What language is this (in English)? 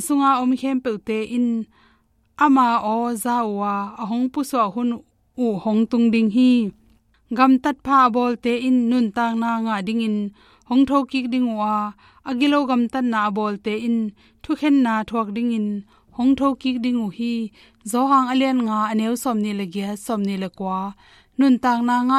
Tedim Chin